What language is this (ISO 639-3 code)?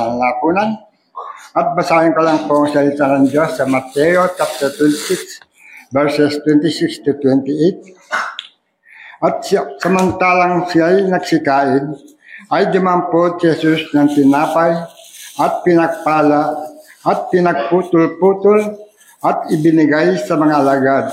fil